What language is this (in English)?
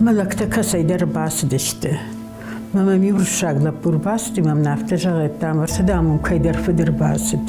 Ossetic